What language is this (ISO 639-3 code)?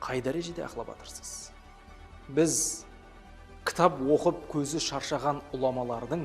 kaa